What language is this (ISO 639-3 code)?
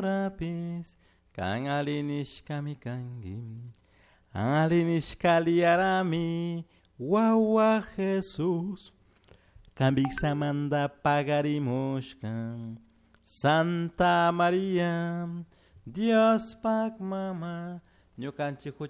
qug